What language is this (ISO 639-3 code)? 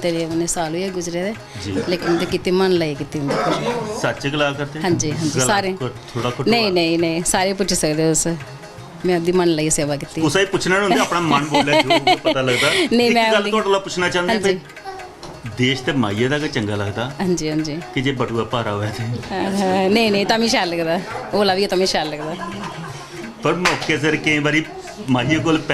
doi